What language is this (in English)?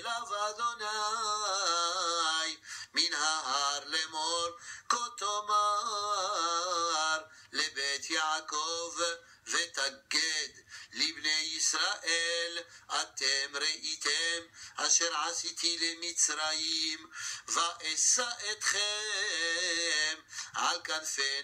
Hebrew